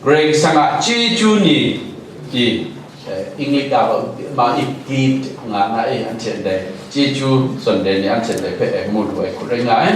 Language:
Kachin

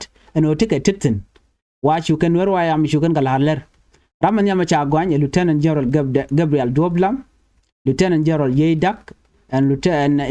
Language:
Nuer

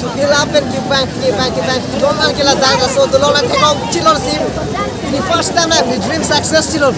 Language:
Karbi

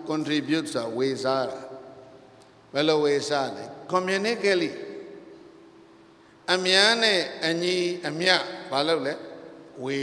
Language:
Burmese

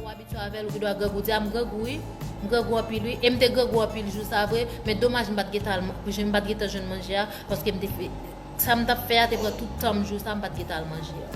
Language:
Haitian Creole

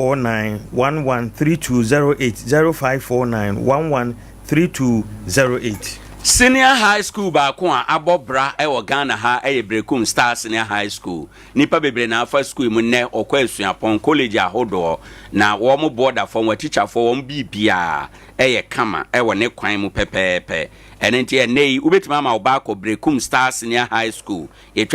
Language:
Akan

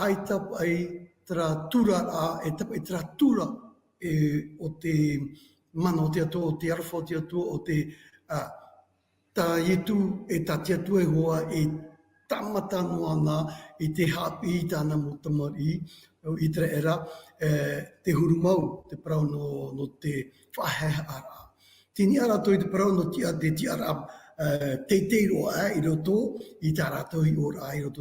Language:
Tahitian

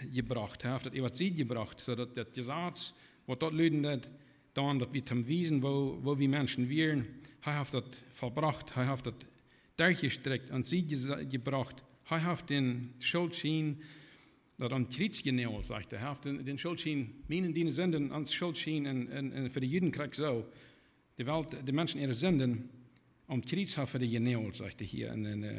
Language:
Plautdietsch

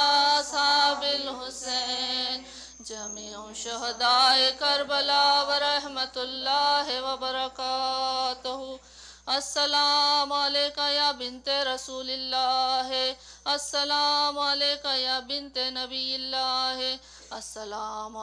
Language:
Urdu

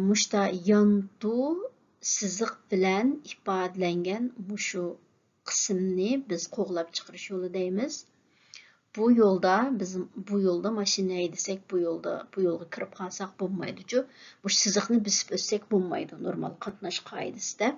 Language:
Uyghur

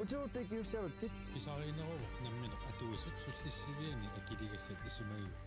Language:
Kalaallisut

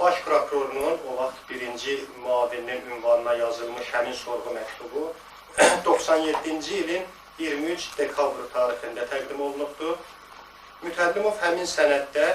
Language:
Azerbaijani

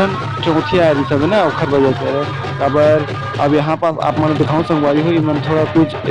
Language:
Chhattisgarhi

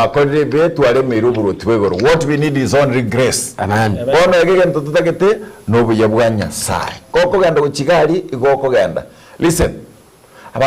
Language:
Gusii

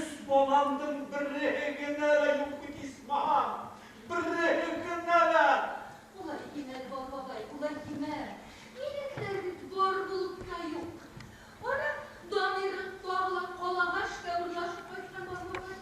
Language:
Bashkir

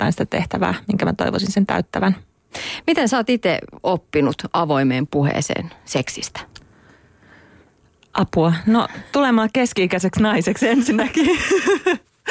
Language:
Finnish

